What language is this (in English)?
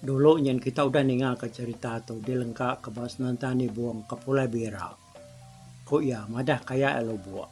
Iban